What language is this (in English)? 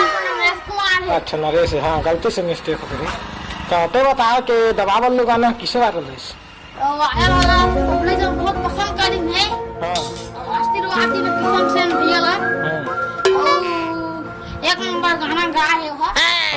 Chhattisgarhi